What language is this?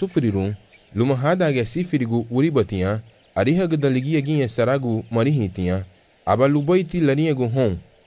Garifuna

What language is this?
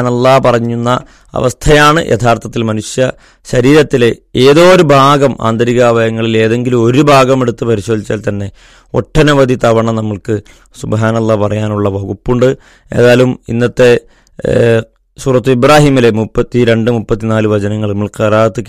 Malayalam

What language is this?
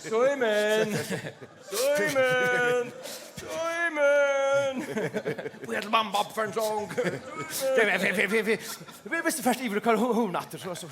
Faroese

